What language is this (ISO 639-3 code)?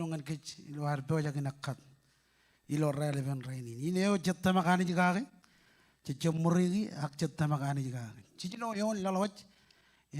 mah